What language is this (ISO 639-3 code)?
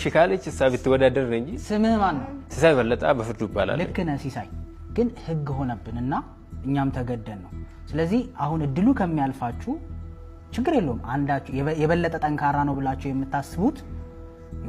amh